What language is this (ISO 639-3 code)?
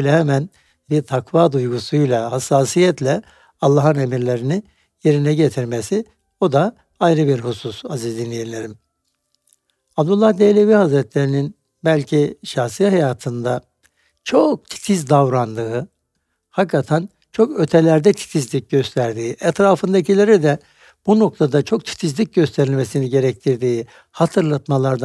tur